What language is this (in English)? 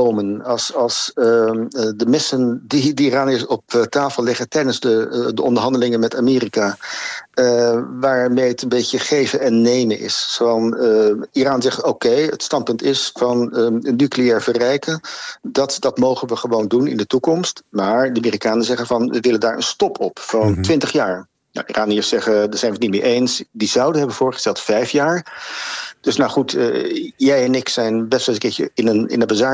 Dutch